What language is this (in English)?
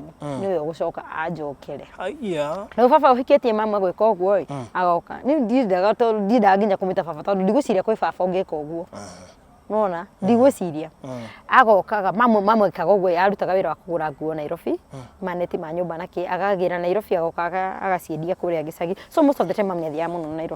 Kikuyu